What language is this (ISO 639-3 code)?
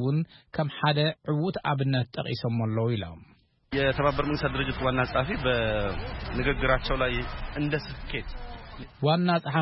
tir